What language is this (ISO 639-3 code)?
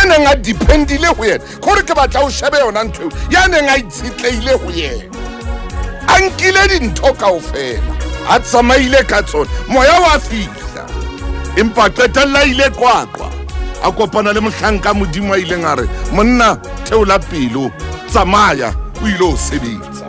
sot